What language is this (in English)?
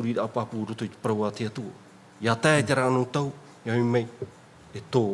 Tahitian